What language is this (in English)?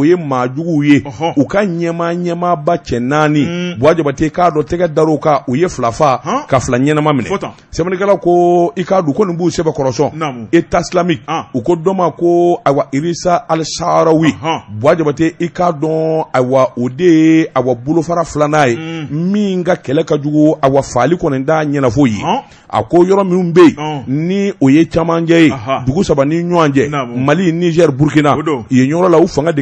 Bambara